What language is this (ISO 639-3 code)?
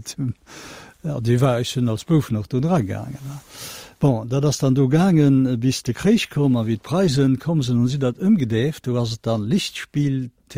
ltz